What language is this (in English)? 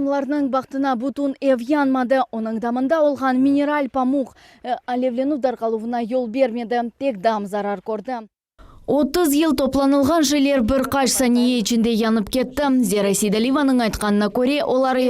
Crimean Tatar